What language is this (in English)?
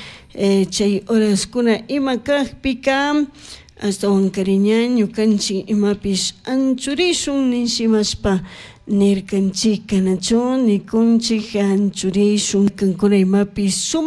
Chimborazo Highland Quichua